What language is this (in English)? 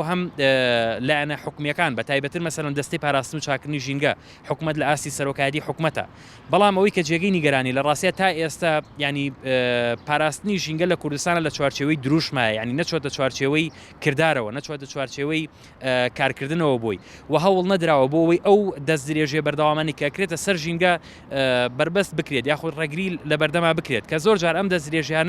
Central Kurdish